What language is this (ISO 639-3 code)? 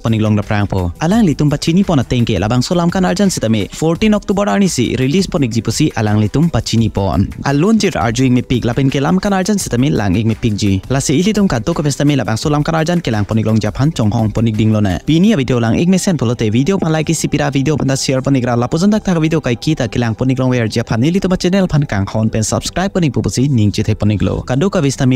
mjw